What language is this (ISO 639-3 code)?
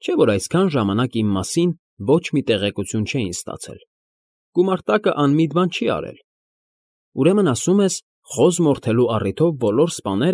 hye